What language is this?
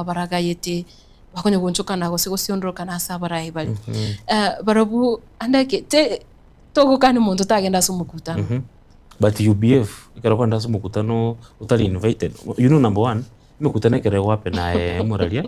Gusii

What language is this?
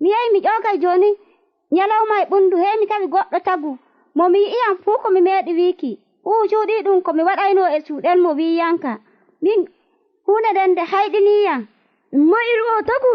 Nigerian Fulfulde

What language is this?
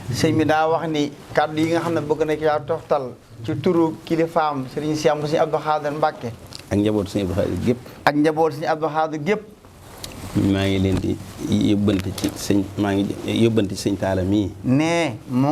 Wolof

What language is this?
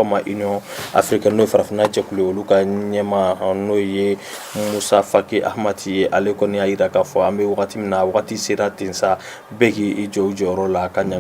Bambara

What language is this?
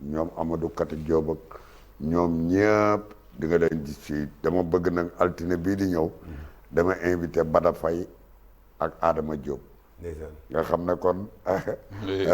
Wolof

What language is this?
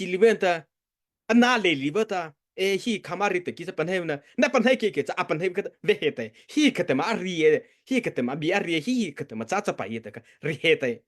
Mara Chin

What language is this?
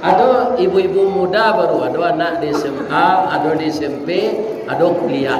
Minangkabau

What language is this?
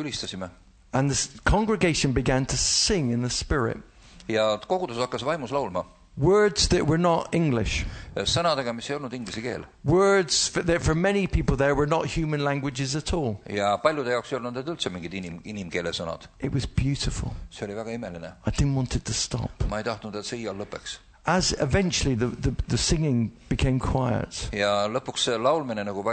Estonian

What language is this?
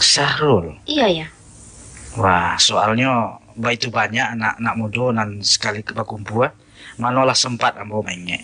Minangkabau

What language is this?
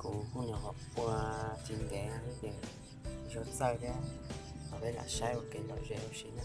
Hmong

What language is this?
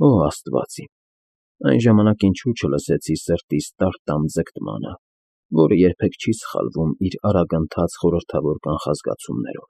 Armenian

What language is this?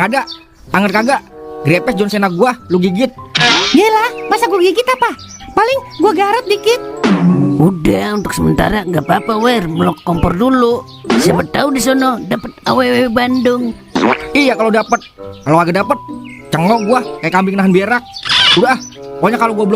Betawi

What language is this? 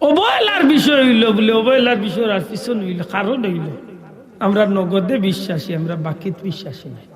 Sylheti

